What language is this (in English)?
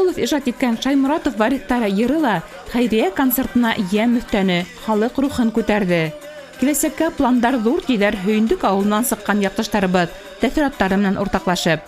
Bashkir